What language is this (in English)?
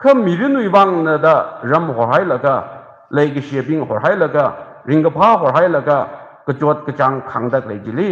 Tangkhul Naga (India)